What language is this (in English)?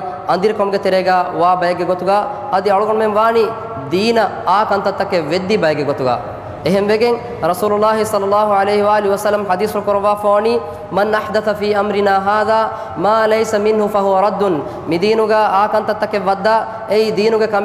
Divehi